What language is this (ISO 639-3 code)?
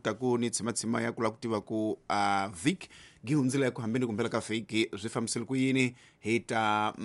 tso